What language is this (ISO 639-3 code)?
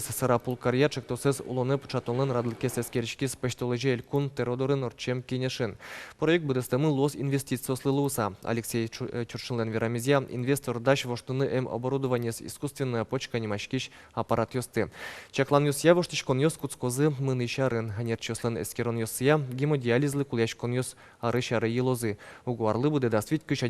udm